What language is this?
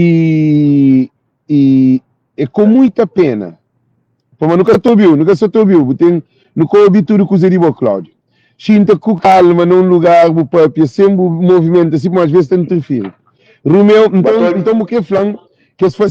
Kabuverdianu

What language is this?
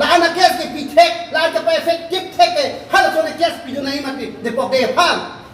Karbi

